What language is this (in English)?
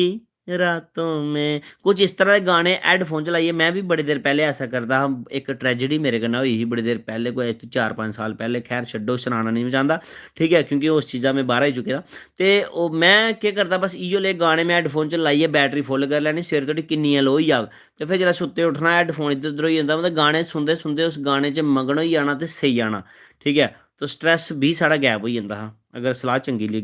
Dogri